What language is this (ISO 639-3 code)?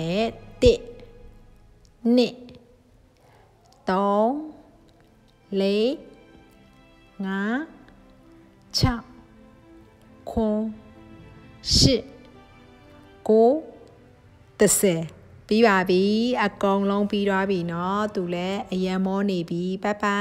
mya